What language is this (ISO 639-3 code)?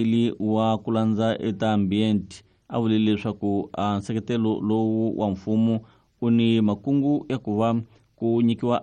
tso